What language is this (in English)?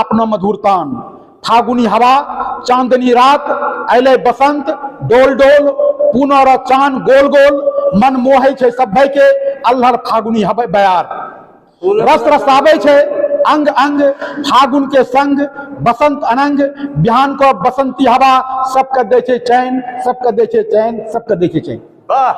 Angika